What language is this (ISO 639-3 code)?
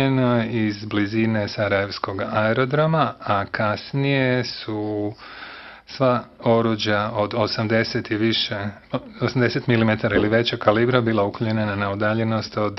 bos